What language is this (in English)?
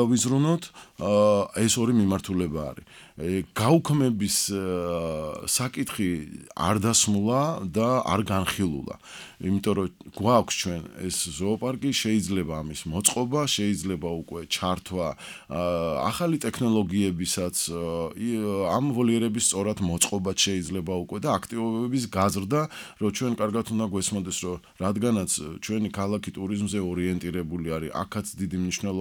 Georgian